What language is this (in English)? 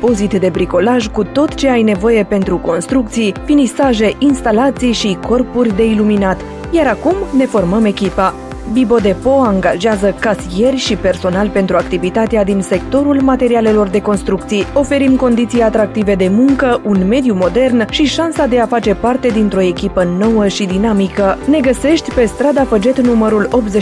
Romanian